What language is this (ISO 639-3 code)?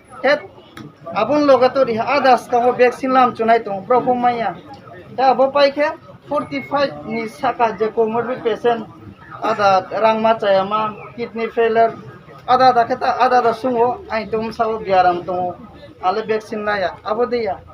ria